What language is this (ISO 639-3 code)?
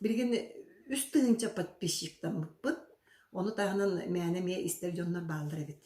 sah